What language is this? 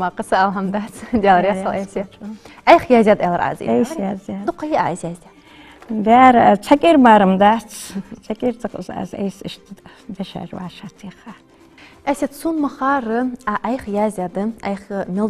Ingush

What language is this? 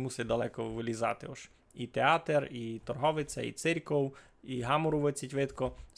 Rusyn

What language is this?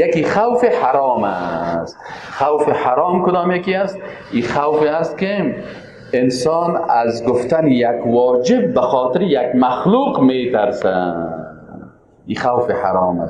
Persian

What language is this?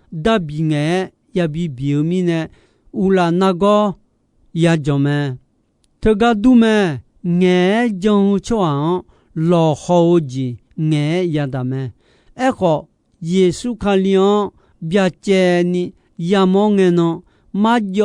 Akha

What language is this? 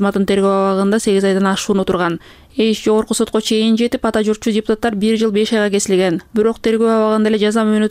Kyrgyz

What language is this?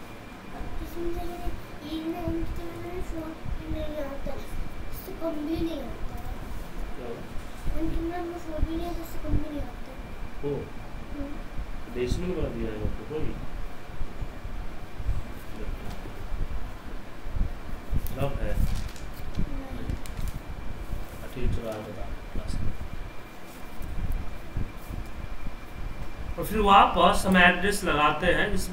Hindi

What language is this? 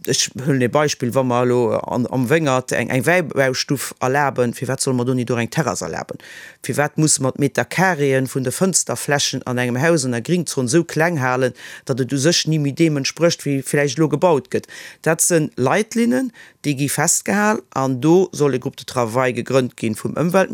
Luxembourgish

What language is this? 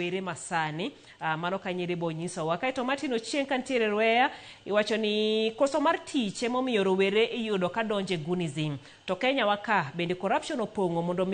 Luo (Kenya and Tanzania)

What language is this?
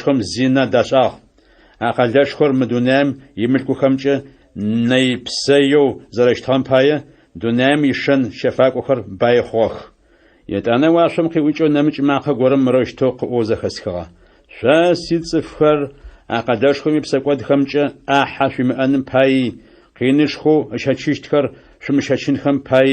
Adyghe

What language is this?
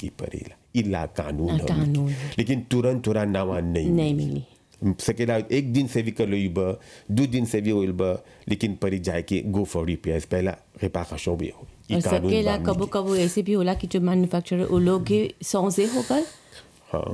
Bhojpuri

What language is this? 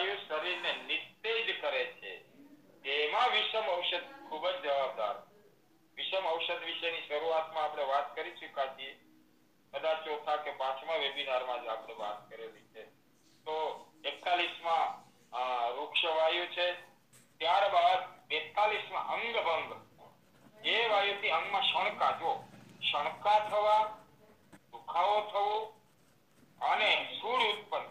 Gujarati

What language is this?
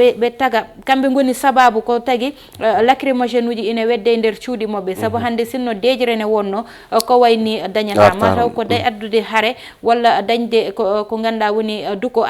Fula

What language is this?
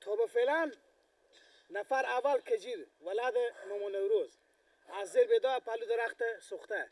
Persian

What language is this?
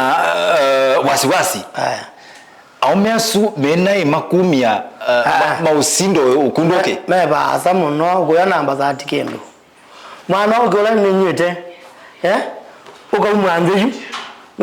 Kamba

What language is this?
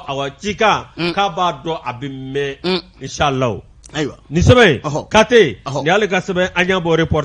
Bambara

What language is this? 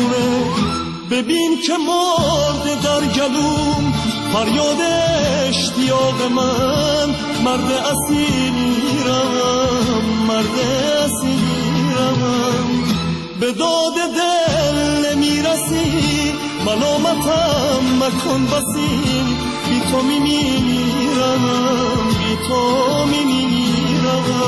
Persian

